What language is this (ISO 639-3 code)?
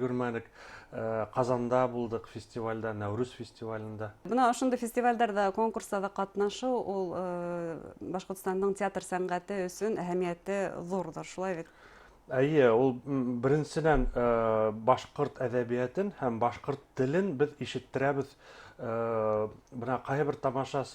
bak